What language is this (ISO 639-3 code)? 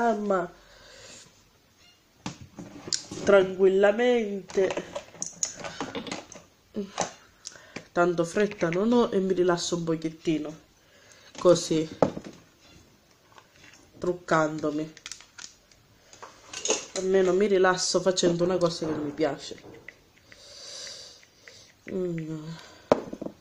ita